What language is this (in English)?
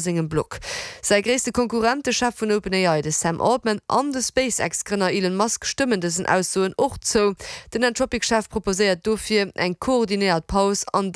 Luxembourgish